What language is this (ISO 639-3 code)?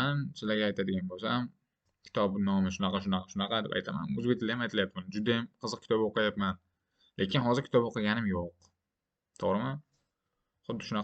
uzb